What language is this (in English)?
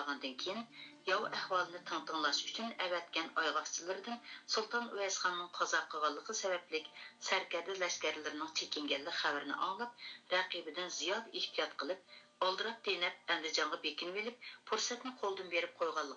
Uyghur